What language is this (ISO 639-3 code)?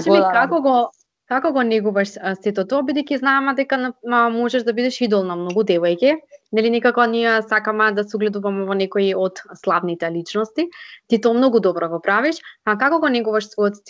mkd